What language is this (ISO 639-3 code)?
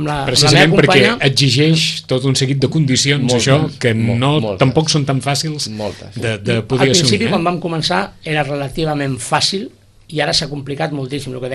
cat